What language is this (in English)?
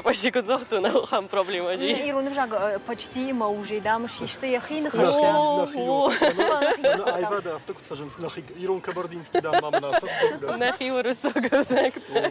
Ossetic